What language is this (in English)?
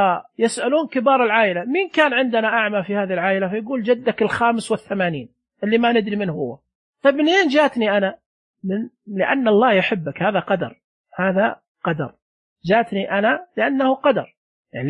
Najdi Arabic